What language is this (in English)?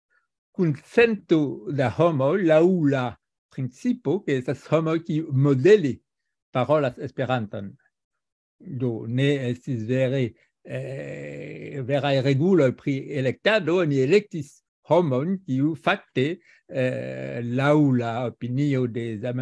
Esperanto